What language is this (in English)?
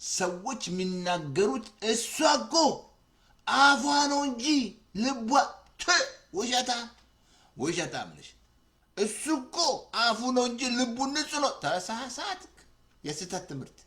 Amharic